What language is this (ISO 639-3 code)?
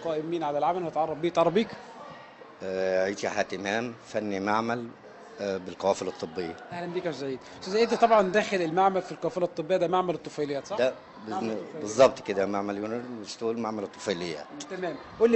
arz